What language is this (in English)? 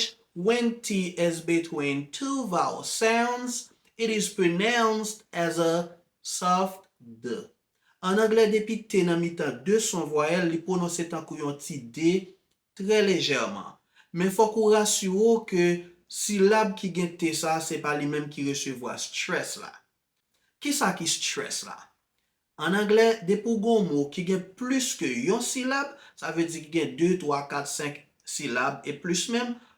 Haitian Creole